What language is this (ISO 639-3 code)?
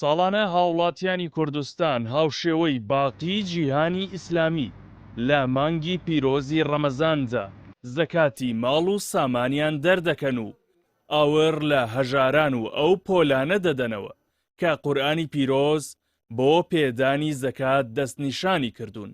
ckb